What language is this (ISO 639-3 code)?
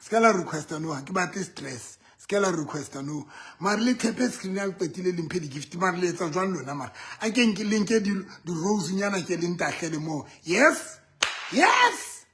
sot